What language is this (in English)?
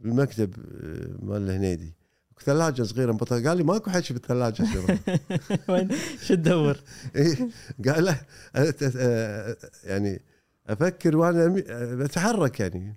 Gulf Arabic